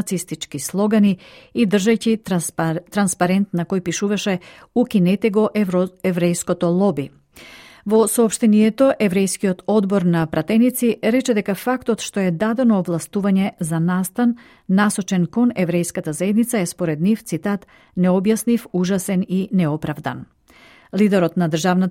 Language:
Macedonian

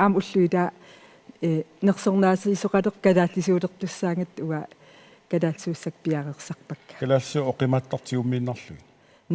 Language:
Kalaallisut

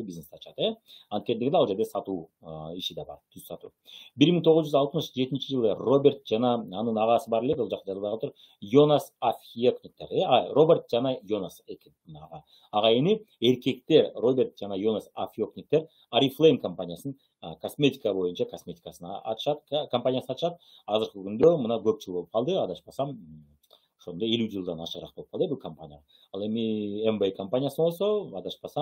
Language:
Kyrgyz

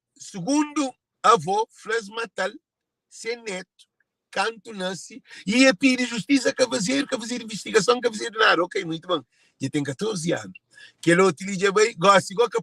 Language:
Kabuverdianu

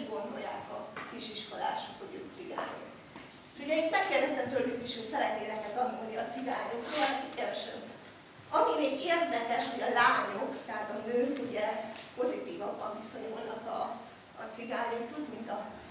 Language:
Hungarian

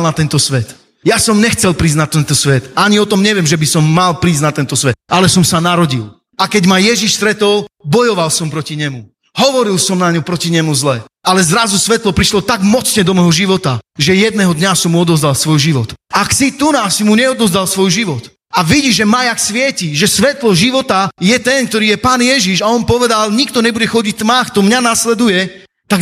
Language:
Slovak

